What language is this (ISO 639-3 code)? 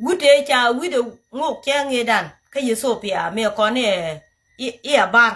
nus